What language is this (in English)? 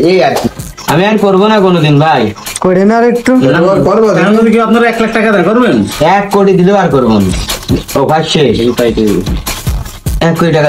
Bangla